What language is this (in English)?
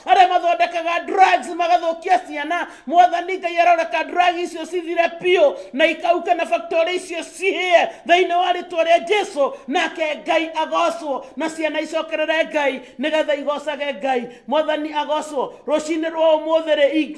Kikuyu